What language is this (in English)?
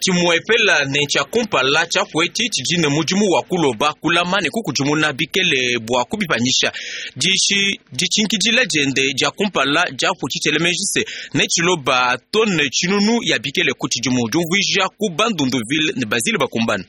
Luba-Lulua